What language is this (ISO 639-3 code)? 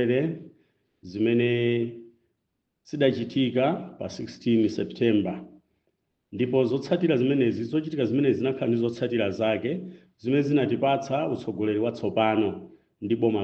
nya